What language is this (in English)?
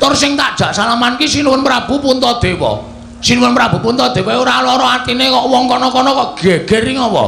Javanese